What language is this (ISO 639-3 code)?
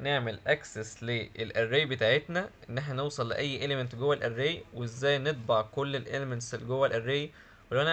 arz